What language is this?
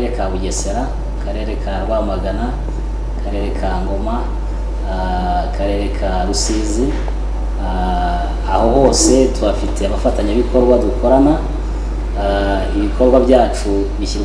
Kinyarwanda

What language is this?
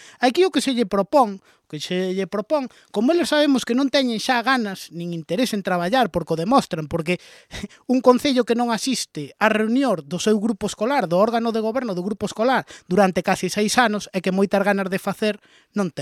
Galician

